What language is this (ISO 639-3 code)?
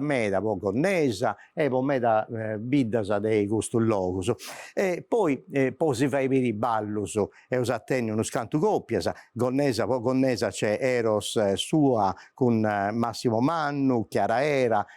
srd